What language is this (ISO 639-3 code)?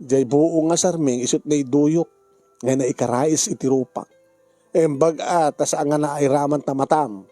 ilo